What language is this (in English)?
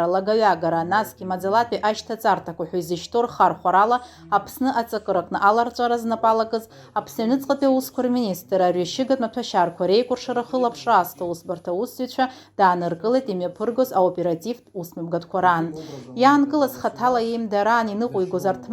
Abkhazian